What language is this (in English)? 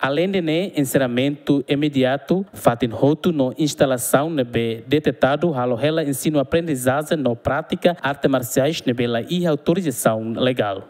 Tetum